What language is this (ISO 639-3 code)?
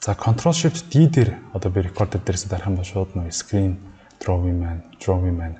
mon